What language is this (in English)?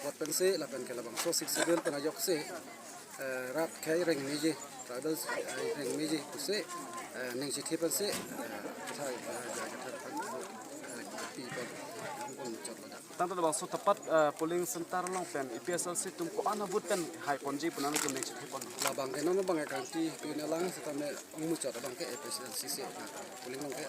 Karbi